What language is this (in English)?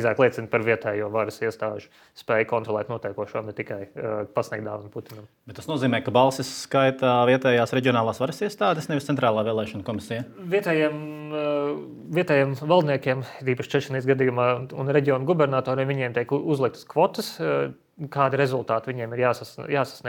Latvian